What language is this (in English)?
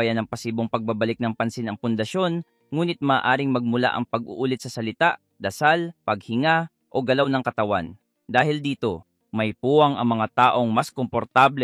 Filipino